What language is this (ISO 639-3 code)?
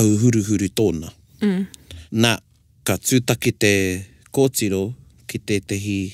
mri